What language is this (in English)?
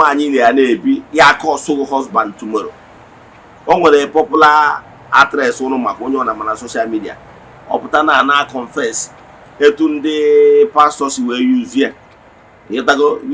Igbo